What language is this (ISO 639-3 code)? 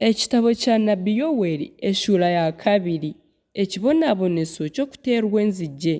nyn